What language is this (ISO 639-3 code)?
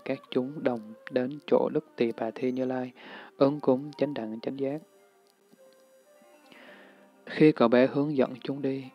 vie